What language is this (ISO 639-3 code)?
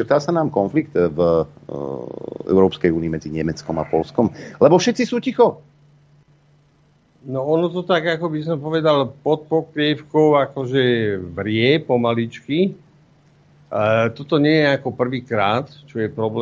slk